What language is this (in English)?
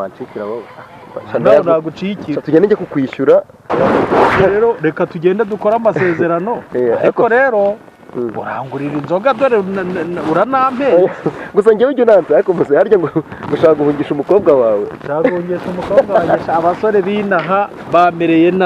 Kinyarwanda